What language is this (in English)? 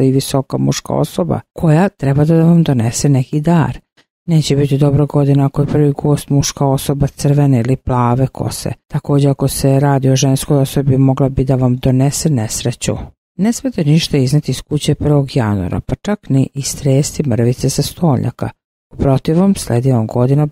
Serbian